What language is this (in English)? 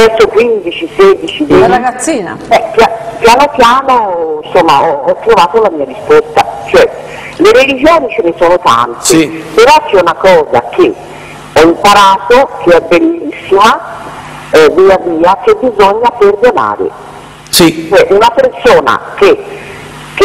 Italian